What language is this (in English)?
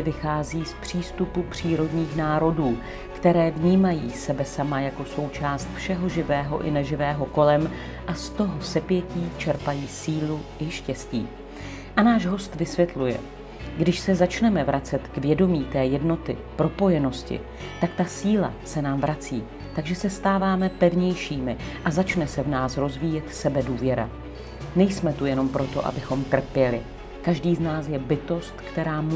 Czech